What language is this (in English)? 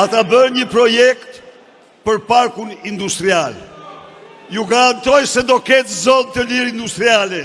Albanian